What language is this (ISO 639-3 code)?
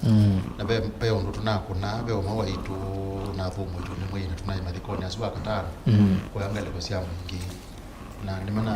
kam